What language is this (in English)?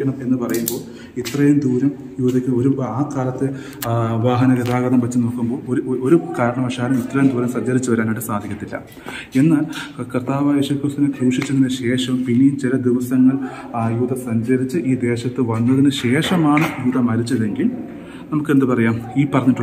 Malayalam